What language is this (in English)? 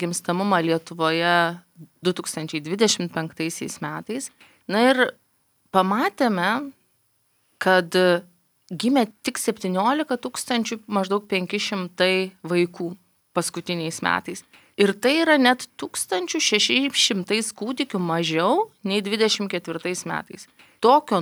Lithuanian